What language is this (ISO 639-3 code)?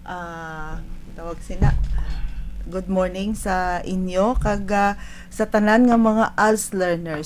hil